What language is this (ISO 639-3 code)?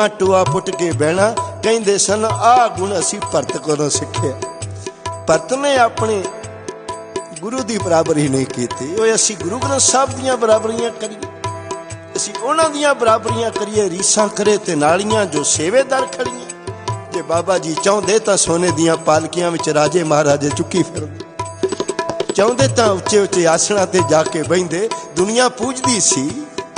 pan